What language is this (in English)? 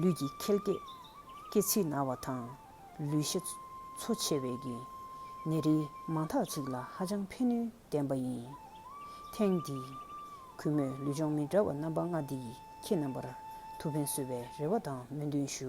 Tibetan